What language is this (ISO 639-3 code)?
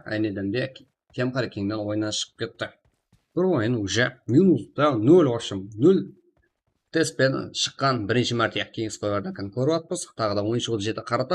kaa